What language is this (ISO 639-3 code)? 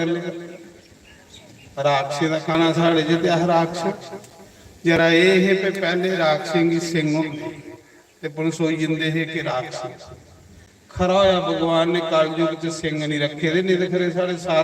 doi